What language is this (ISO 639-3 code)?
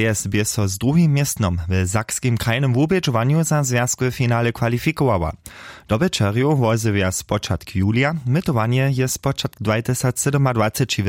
hsb